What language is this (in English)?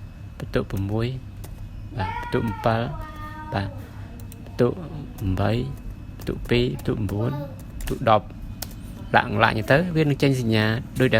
Khmer